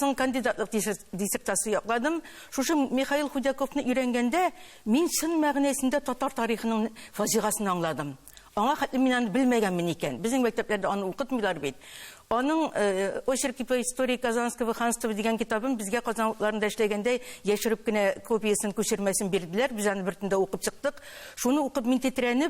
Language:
Tatar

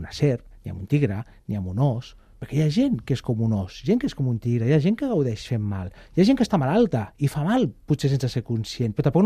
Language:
Catalan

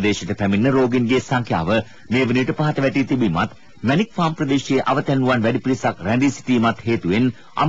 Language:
Sinhala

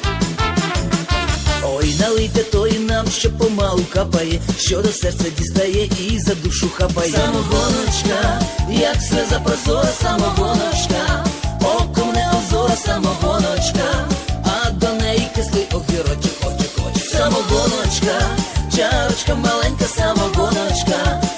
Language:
Ukrainian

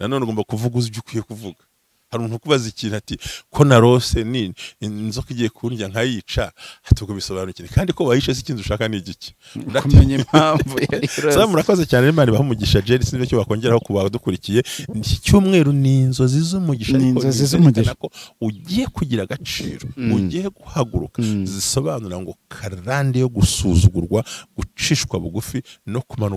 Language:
Kinyarwanda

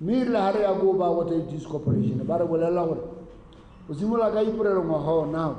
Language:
Tswana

